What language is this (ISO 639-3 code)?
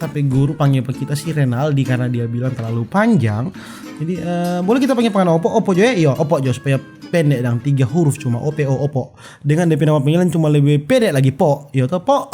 xmm